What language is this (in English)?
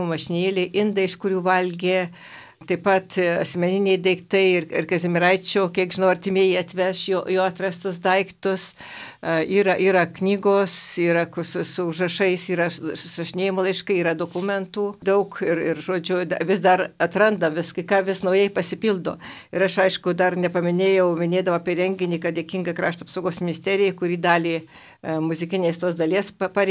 Lithuanian